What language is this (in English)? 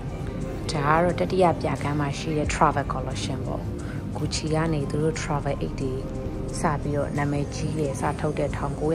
Burmese